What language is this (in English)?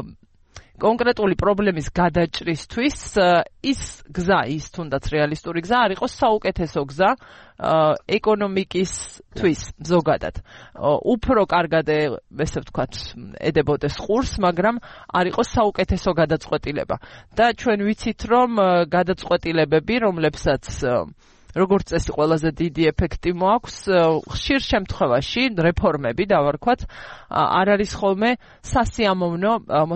Georgian